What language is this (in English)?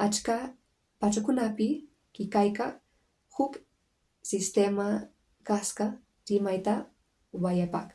Quechua